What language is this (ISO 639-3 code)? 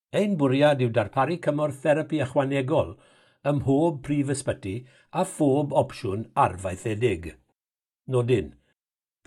cym